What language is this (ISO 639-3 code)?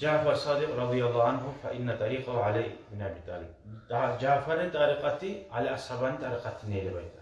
kum